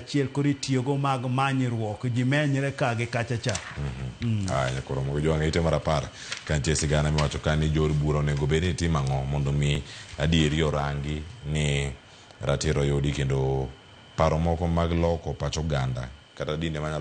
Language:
Luo (Kenya and Tanzania)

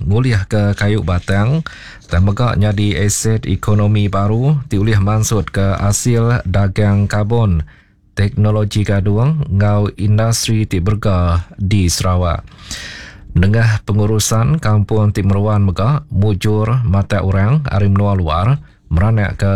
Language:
Iban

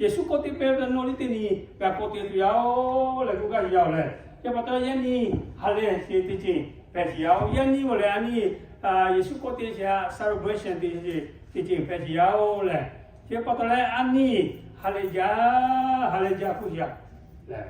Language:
Lahu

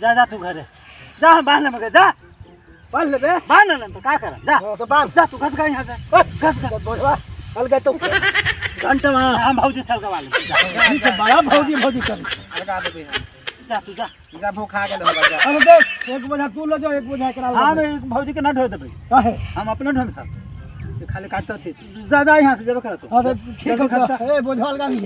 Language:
Magahi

